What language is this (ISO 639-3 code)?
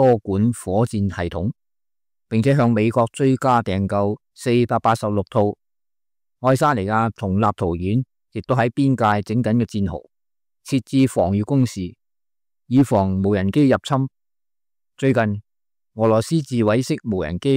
yue